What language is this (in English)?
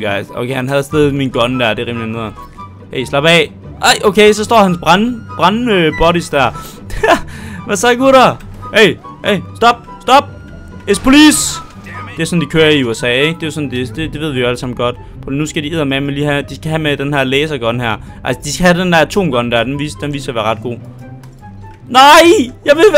Danish